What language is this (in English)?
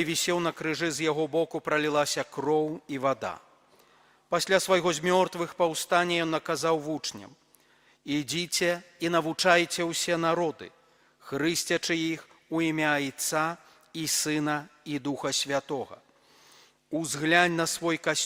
Belarusian